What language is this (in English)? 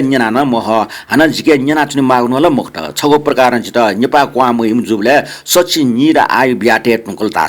Newari